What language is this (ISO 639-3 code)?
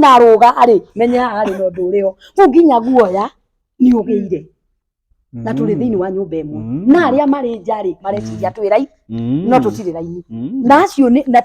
kik